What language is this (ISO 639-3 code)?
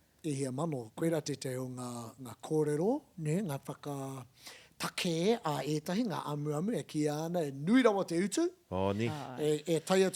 mri